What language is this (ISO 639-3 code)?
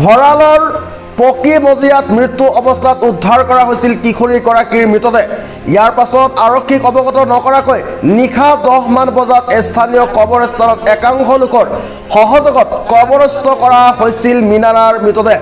asm